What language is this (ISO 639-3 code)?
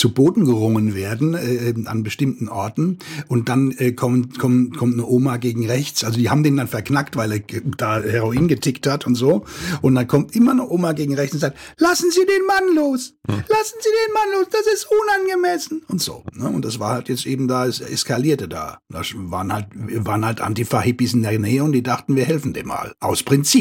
deu